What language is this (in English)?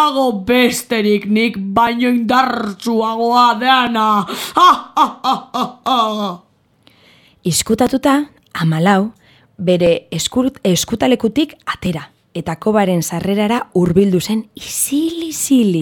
Basque